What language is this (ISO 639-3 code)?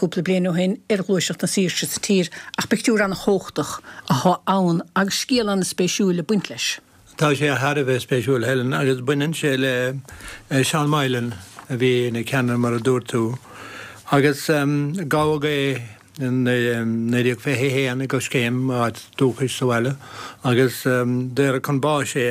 gle